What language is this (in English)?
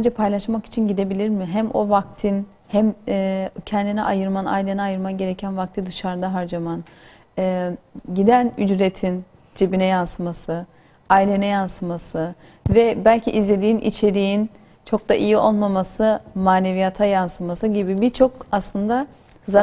Turkish